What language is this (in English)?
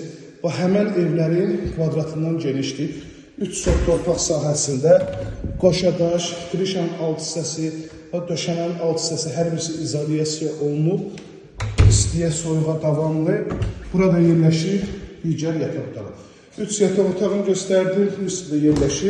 Azerbaijani